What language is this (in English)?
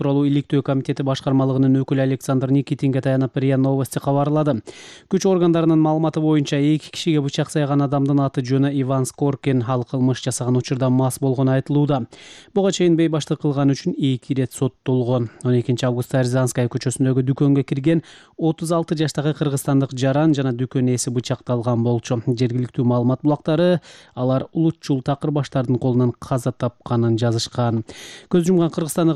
Kyrgyz